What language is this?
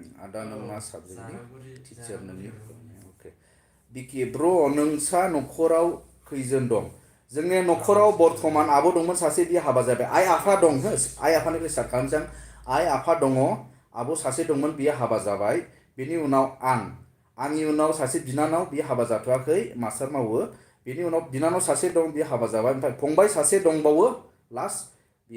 Bodo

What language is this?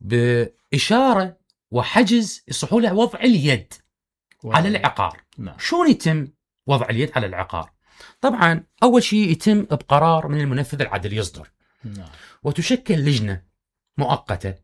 Mesopotamian Arabic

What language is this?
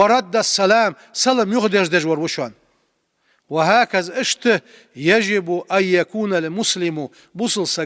Ingush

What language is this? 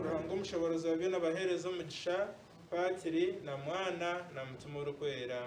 Nyankole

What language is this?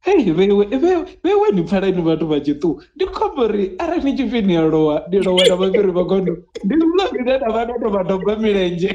Venda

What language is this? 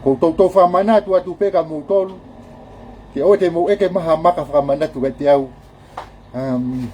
Tongan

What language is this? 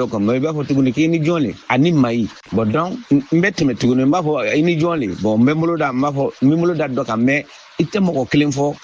Bambara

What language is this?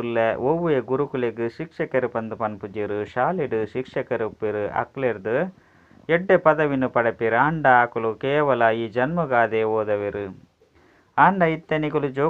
Tulu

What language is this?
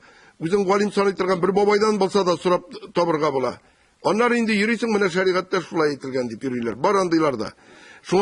Tatar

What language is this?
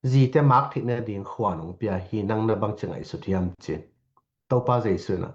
Tedim Chin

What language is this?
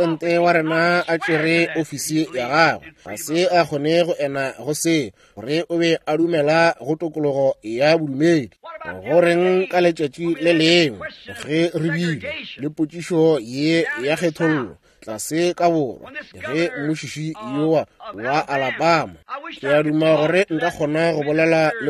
Northern Sotho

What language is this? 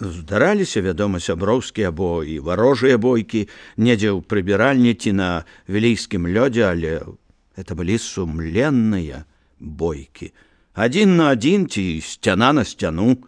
Belarusian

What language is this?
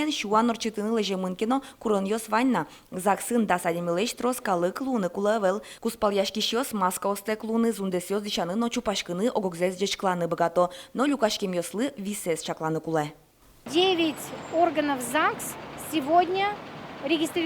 Udmurt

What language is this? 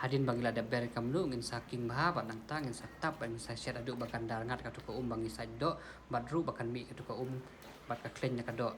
Khasi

